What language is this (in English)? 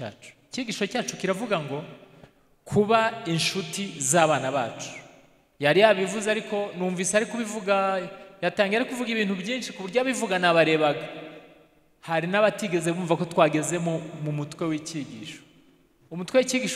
Kinyarwanda